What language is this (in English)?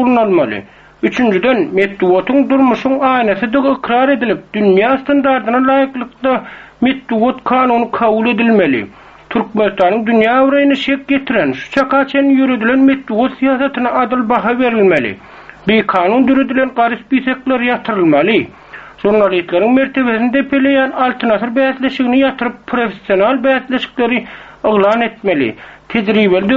Turkmen